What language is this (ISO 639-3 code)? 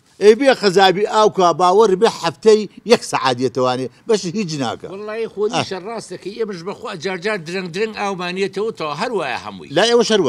ckb